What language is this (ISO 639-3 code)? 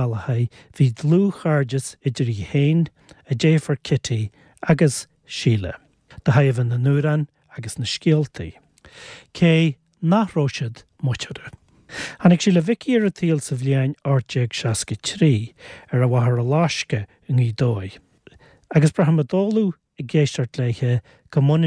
gle